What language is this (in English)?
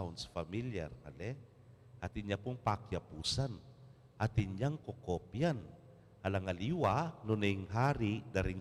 Pampanga